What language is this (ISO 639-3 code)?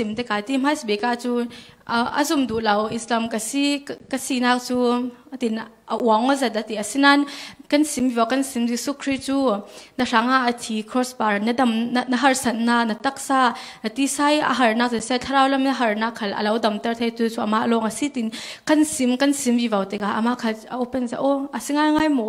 cfm